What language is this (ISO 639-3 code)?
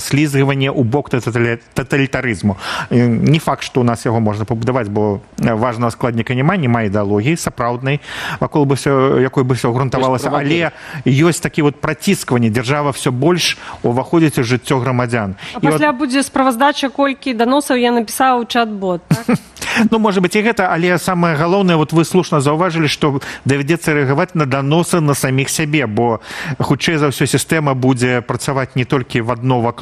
bel